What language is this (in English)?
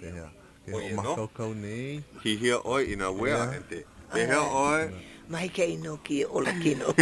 Hawaiian